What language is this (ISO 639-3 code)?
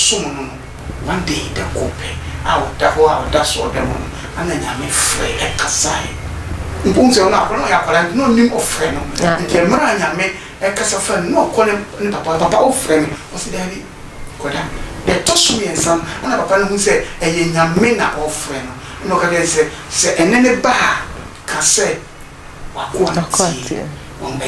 aka